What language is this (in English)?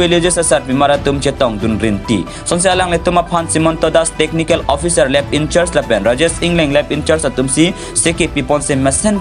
Karbi